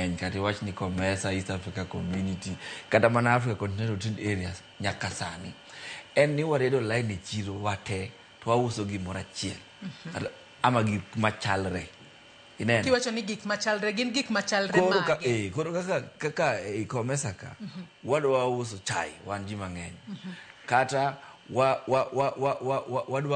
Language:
Luo (Kenya and Tanzania)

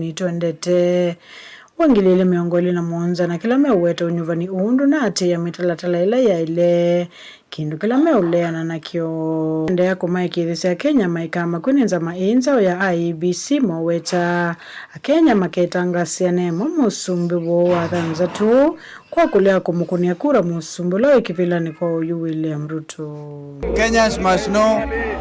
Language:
Kamba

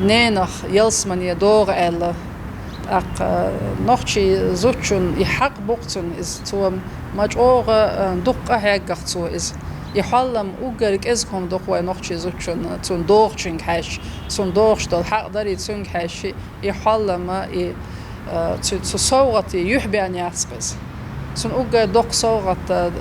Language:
Chechen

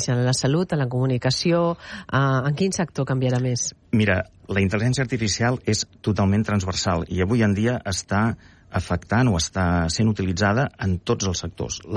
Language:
Catalan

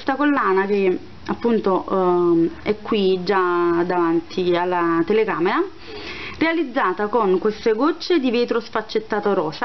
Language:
Italian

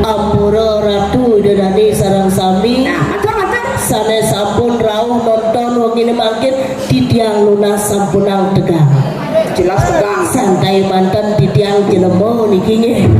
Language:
Balinese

